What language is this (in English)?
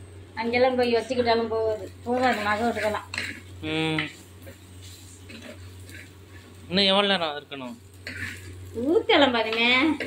Tamil